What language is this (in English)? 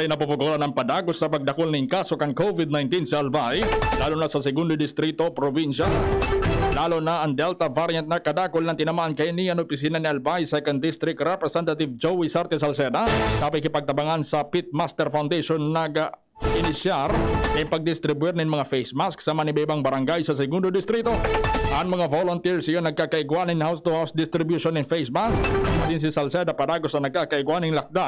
Bikol